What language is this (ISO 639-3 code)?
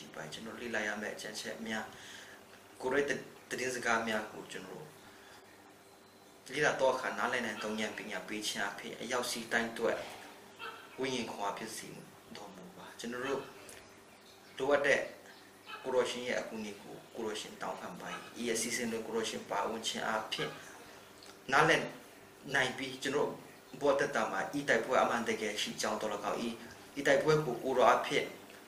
mya